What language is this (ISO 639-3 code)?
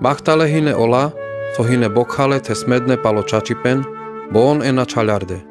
rmc